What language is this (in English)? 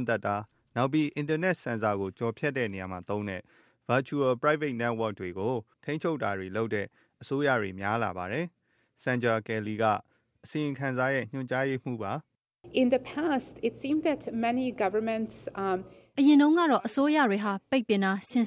Burmese